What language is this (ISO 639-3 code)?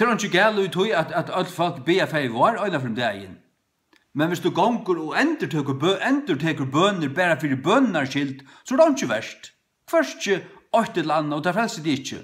fao